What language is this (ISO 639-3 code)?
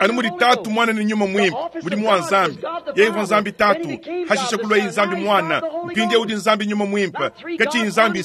lua